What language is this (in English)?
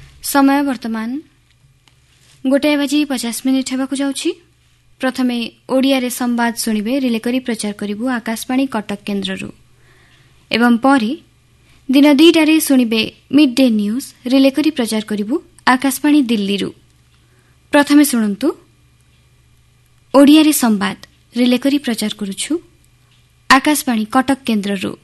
Odia